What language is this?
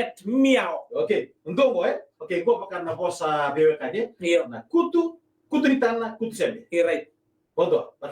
Fijian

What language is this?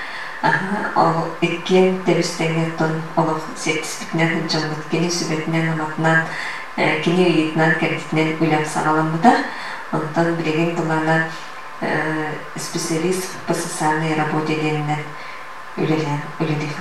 Yakut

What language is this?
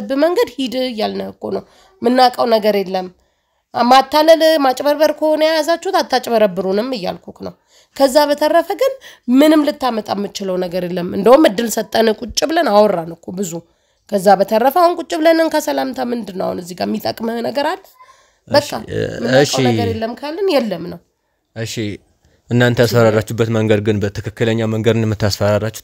Amharic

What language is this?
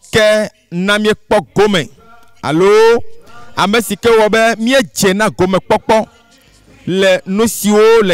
Ewe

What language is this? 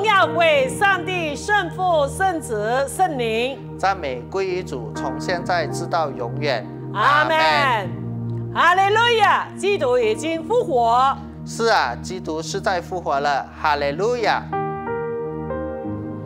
Chinese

